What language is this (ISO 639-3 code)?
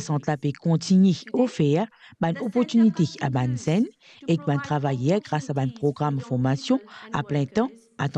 mfe